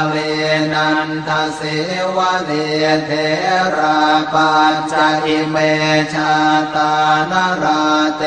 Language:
Pali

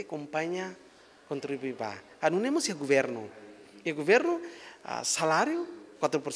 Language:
Tetum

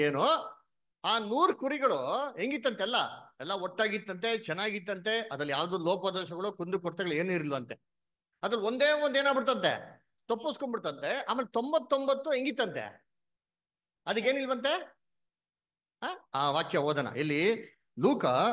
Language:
Kannada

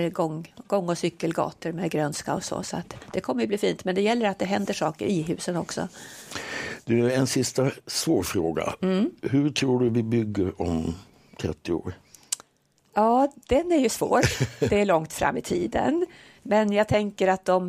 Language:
Swedish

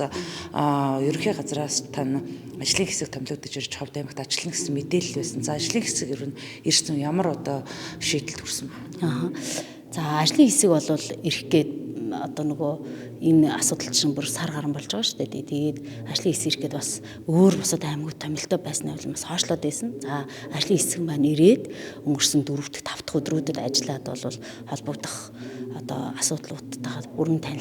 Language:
Mongolian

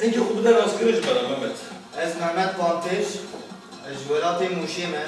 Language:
Kurdish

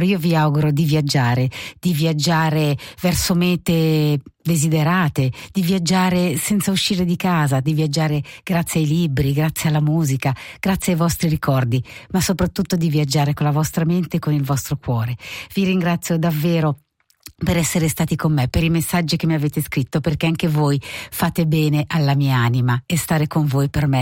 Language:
Italian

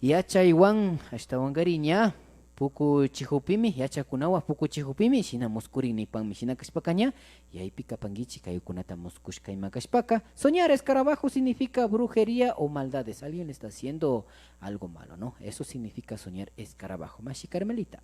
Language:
Imbabura Highland Quichua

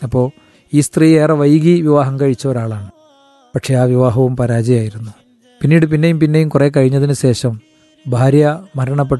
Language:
Malayalam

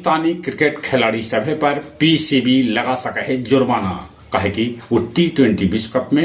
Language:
Magahi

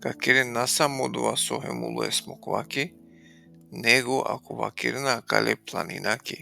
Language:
Balkan Romani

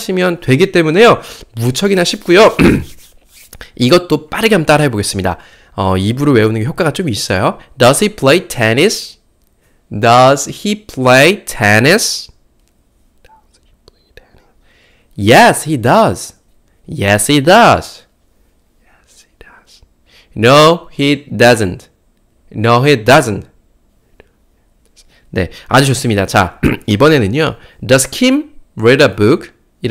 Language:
Korean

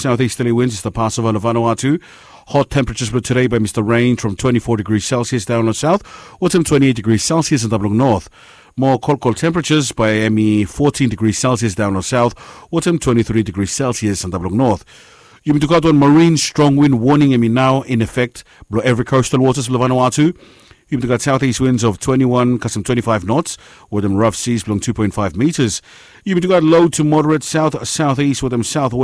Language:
Bislama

